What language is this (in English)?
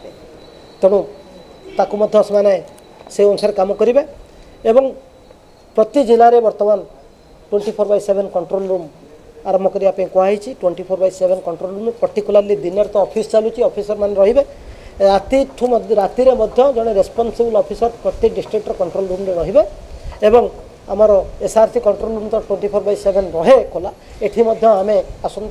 Odia